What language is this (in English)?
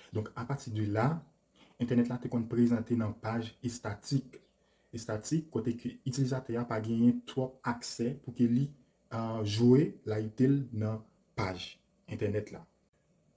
Haitian Creole